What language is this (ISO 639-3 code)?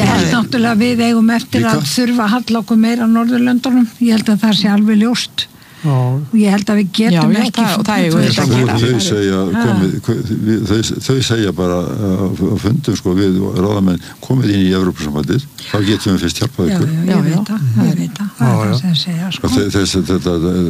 isl